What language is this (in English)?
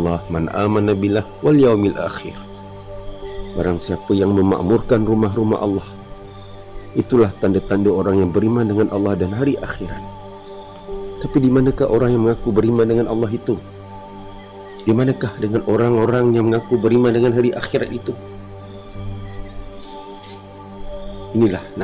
Malay